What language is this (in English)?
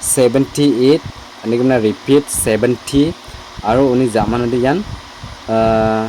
Garo